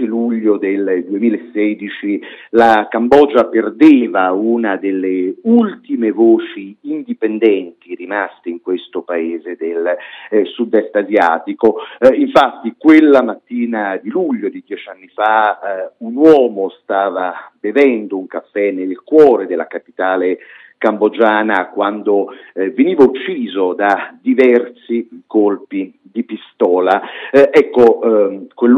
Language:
Italian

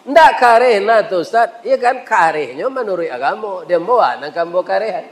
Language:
Minangkabau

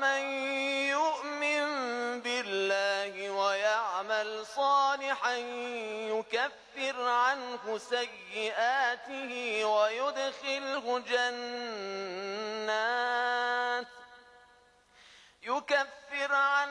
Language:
Persian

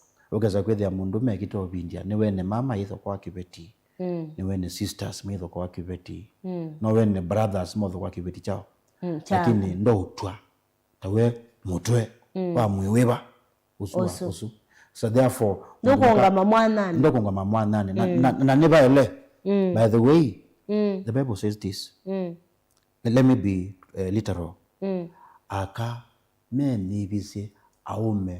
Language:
Kamba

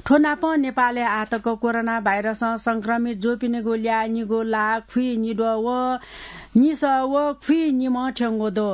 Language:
Newari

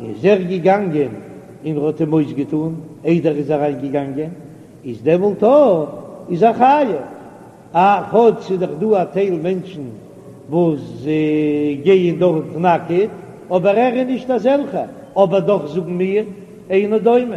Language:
Yiddish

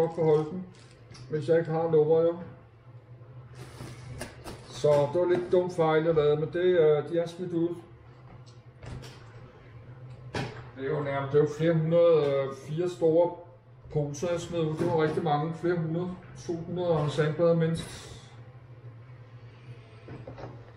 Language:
Danish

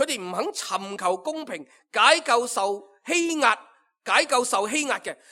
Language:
Cantonese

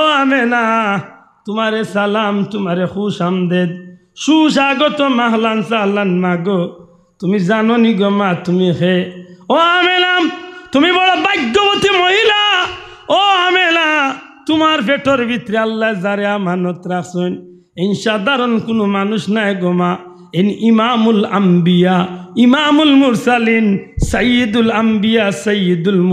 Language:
Sylheti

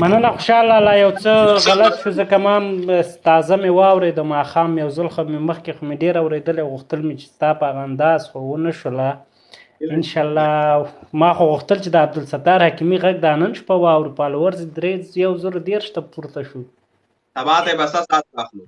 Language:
Pashto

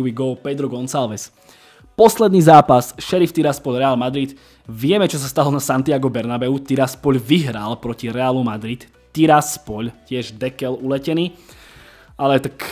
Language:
Slovak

